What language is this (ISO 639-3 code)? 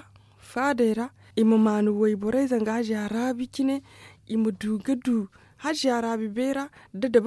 dje